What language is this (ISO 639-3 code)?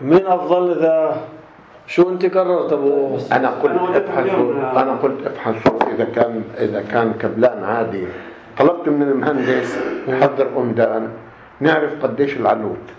apc